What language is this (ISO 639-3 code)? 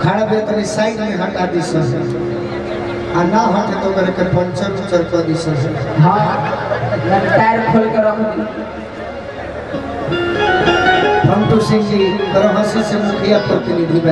bho